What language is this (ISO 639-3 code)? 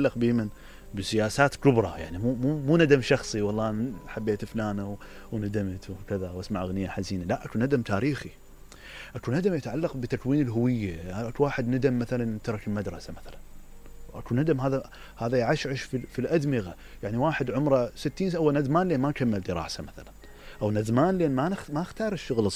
acm